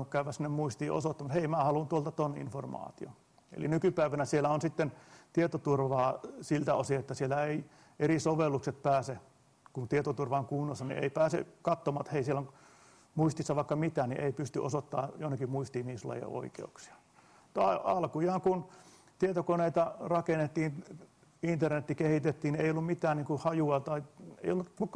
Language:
Finnish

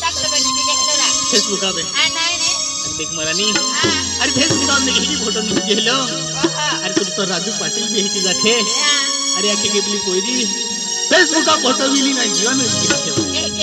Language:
Bhojpuri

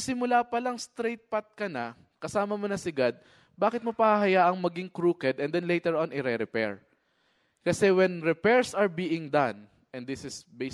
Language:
Filipino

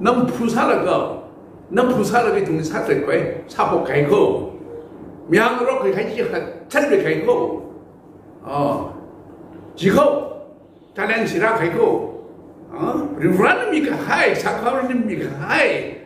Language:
Tangkhul Naga (India)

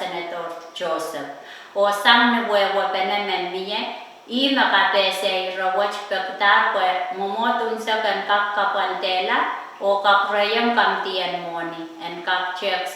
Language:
Pohnpeian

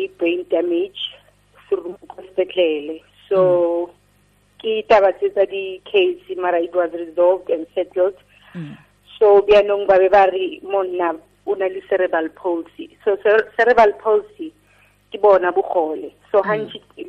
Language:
Tswana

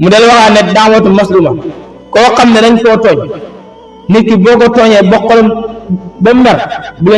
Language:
Wolof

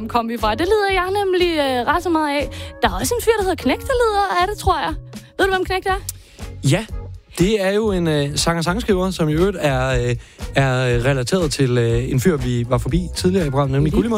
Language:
Danish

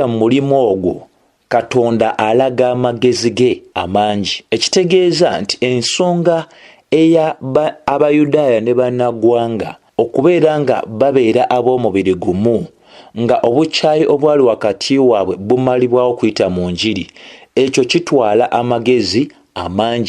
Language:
Ganda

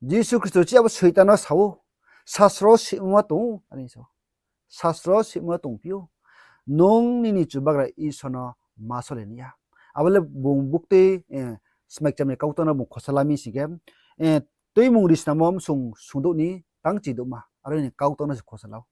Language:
Riang (India)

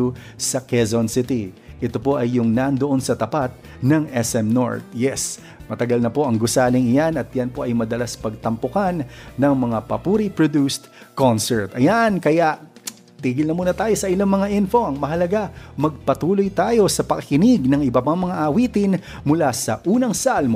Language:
Filipino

